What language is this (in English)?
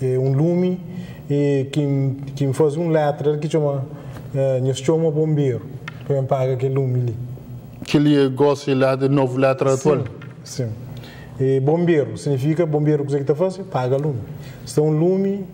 Kabuverdianu